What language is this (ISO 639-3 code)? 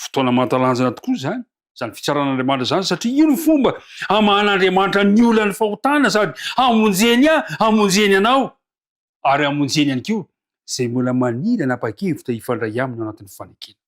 mlg